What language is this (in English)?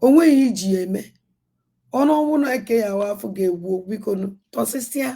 Igbo